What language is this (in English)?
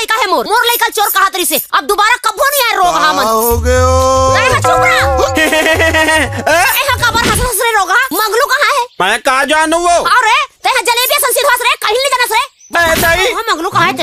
Chhattisgarhi